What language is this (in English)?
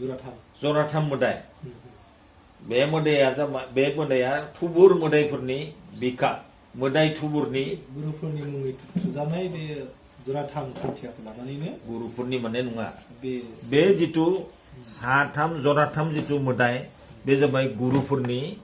Bodo